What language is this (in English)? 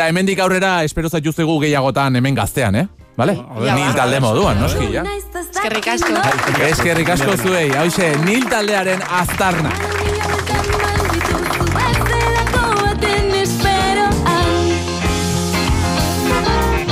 Basque